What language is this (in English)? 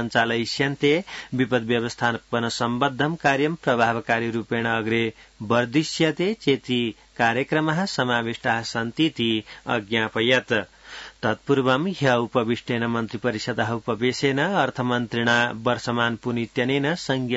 Sanskrit